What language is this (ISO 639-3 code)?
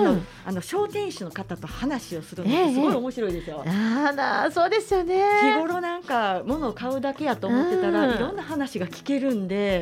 jpn